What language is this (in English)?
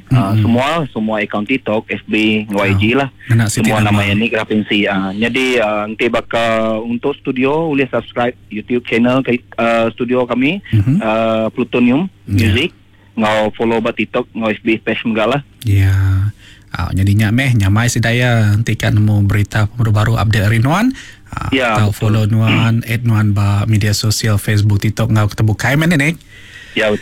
Iban